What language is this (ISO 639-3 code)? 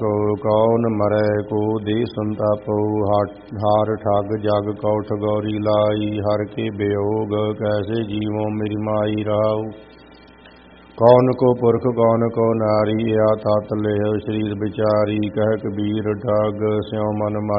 pan